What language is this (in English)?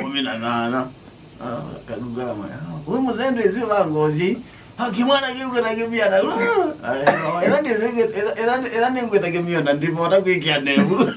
Kamba